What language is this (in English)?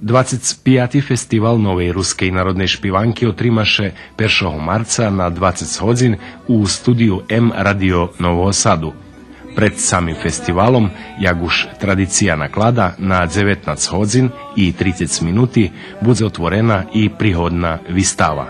Rusyn